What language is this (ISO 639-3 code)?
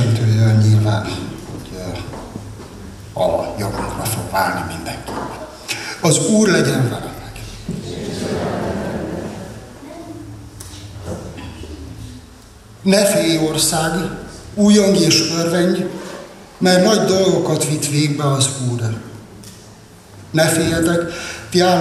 hun